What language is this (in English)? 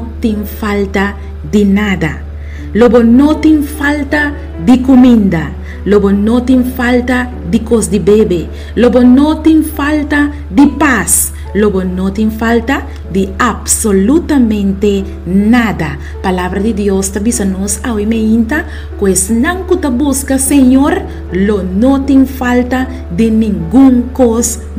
Papiamento